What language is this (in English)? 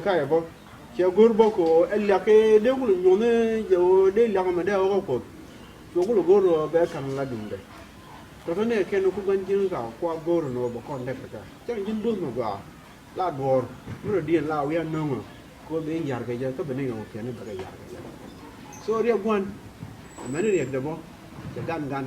Nuer